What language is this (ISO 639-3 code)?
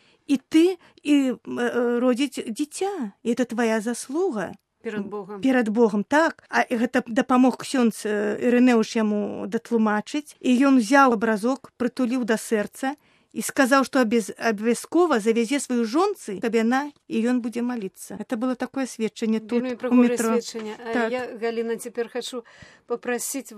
bel